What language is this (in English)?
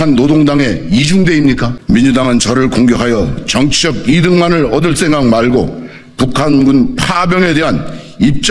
Korean